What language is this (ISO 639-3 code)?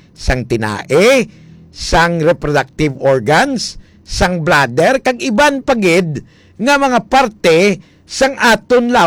hil